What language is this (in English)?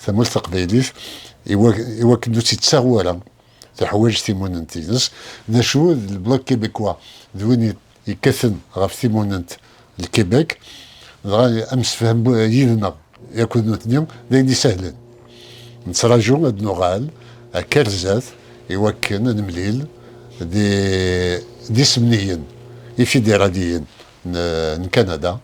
Kabyle